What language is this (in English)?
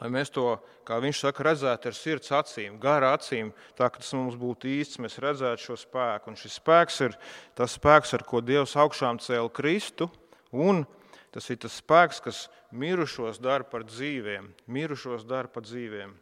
Latvian